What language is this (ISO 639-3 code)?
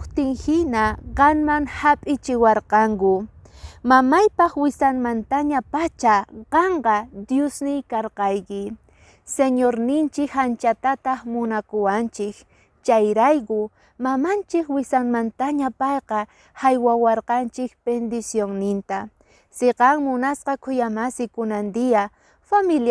que